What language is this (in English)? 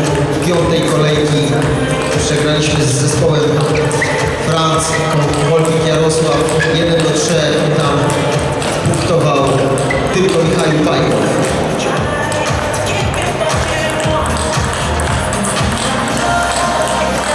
Polish